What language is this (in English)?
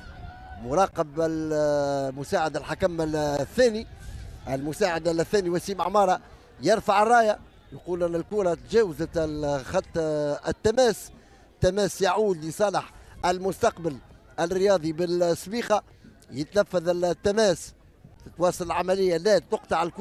Tunisian Arabic